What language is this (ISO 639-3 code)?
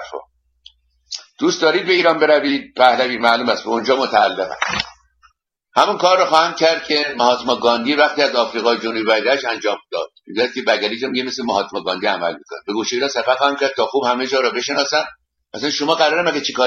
fas